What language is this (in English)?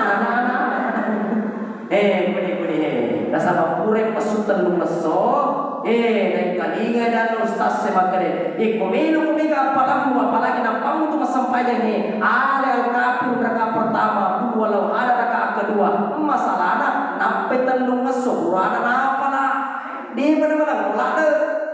Buginese